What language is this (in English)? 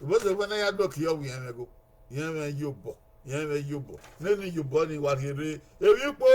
Bini